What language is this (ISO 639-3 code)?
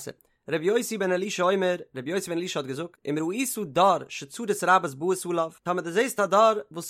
yid